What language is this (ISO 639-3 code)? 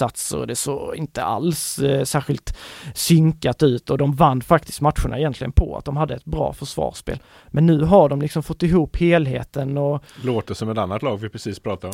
swe